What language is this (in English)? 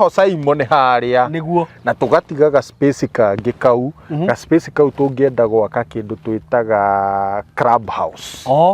Kikuyu